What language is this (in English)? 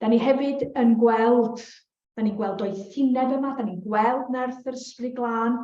Welsh